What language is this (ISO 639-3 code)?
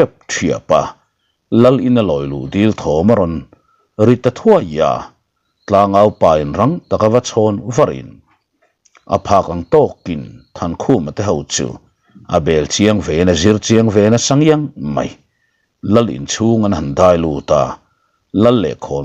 lus